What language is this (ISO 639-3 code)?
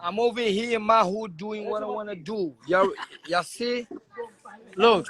kea